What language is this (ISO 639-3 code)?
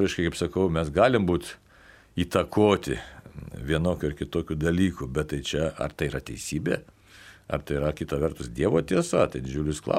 lit